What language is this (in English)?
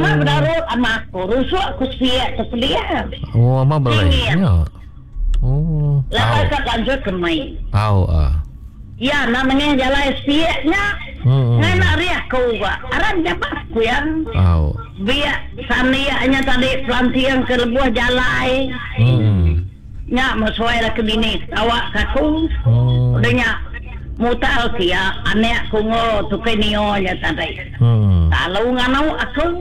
Iban